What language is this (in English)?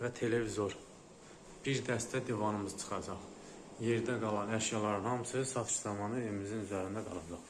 Azerbaijani